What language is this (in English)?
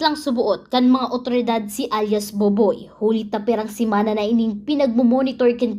Bikol